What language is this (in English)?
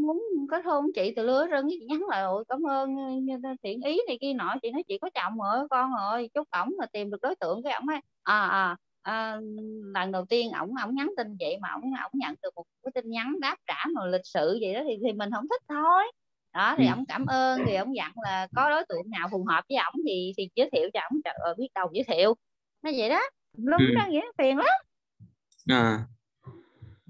Vietnamese